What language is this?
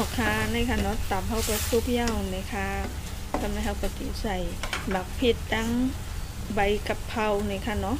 Shan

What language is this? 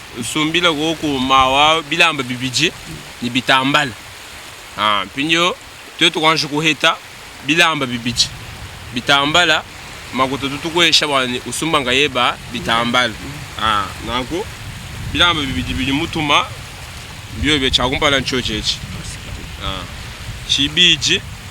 Luba-Lulua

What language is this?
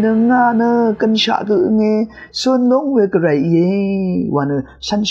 Rawang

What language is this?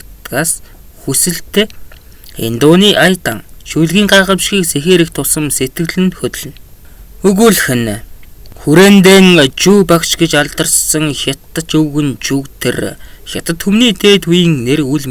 Mongolian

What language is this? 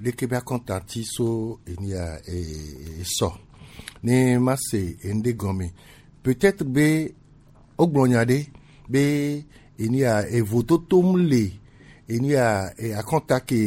Gen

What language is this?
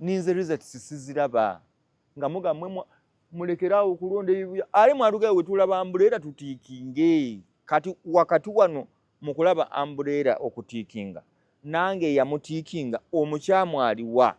Ganda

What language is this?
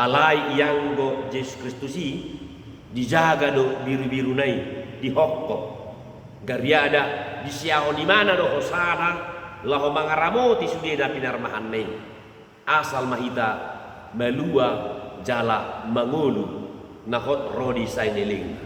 Batak Toba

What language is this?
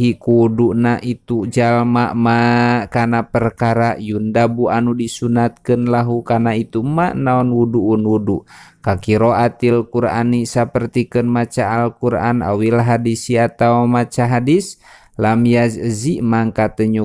Sundanese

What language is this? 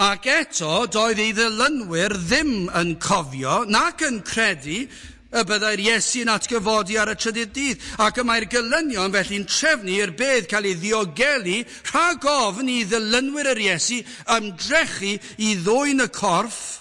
Welsh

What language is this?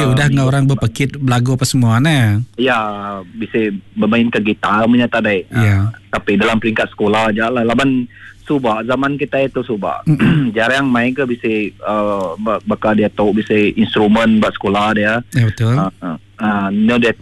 Iban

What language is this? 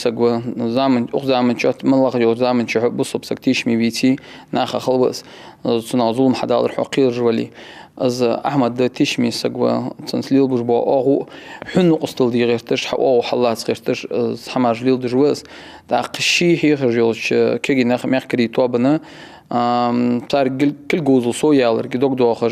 Ingush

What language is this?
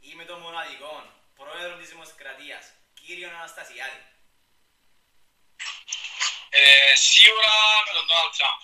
Greek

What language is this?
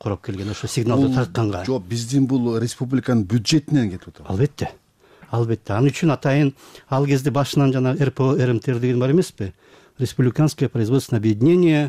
Kyrgyz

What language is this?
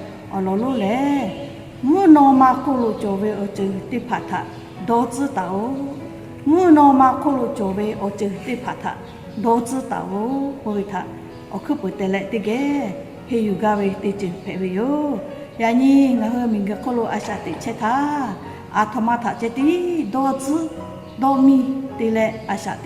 Lahu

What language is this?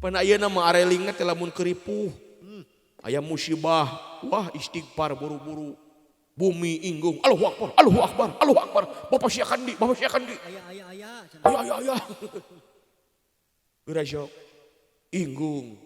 Sundanese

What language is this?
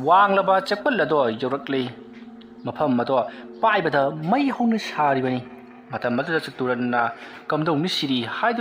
Manipuri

